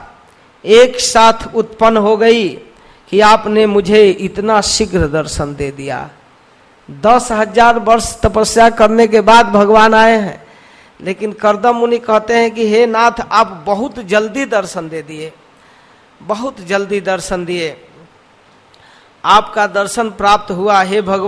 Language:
Hindi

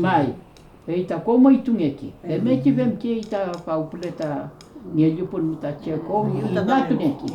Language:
Mapuche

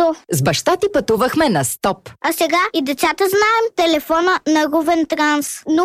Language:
Bulgarian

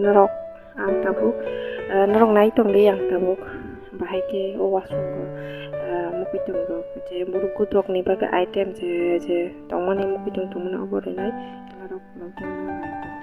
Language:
Kok Borok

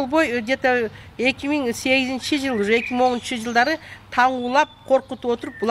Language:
Kyrgyz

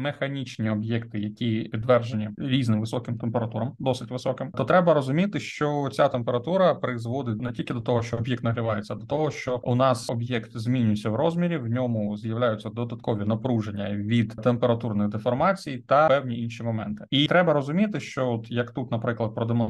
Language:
Ukrainian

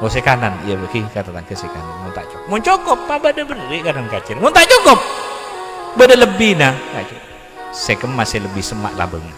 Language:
Madurese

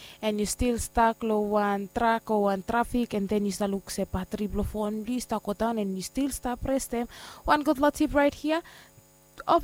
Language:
Bislama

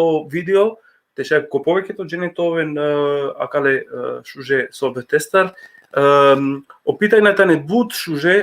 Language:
Balkan Romani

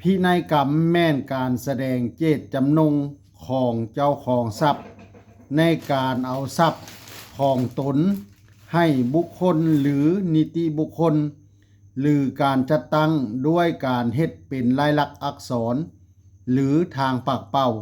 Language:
Lao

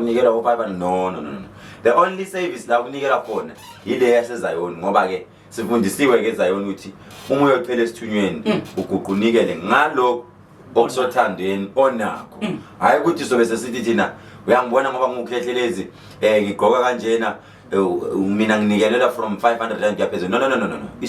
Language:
Zulu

